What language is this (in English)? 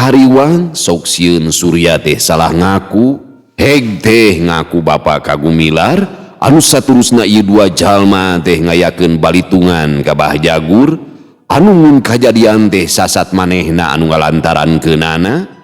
Sundanese